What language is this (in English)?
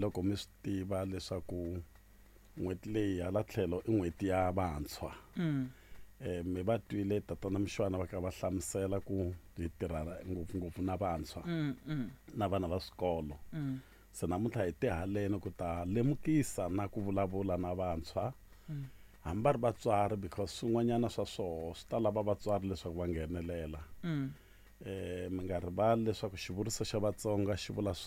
Tsonga